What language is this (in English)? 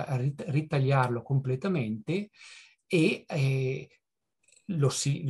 Italian